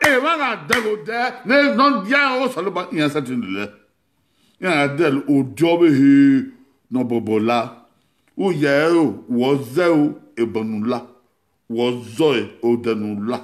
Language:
Bini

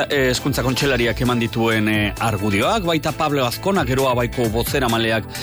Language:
Basque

